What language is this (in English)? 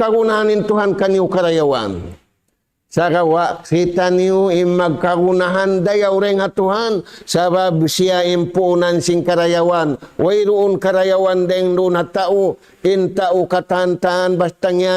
Tausug